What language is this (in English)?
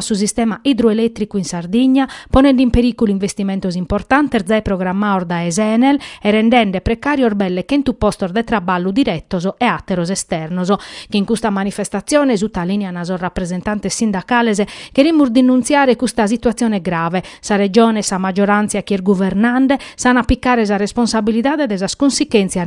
Sardinian